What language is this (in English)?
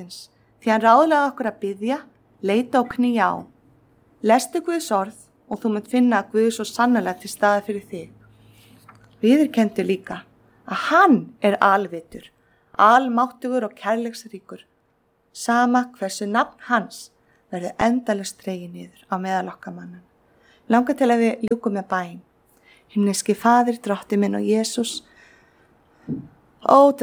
Icelandic